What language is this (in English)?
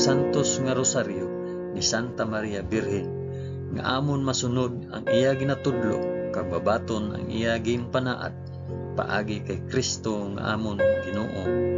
Hiligaynon